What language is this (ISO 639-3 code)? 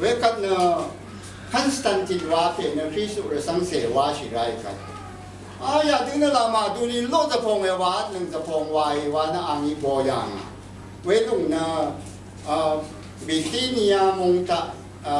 raw